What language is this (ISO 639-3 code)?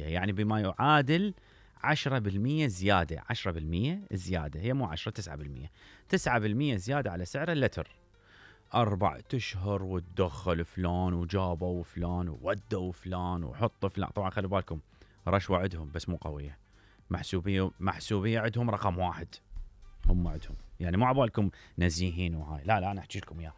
acm